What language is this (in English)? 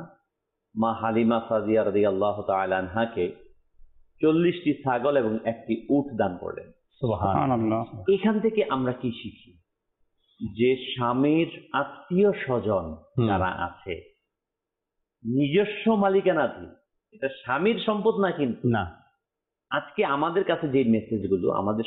Bangla